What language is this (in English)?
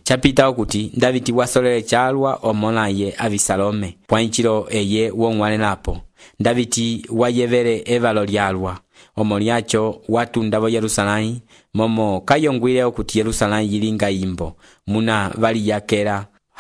Umbundu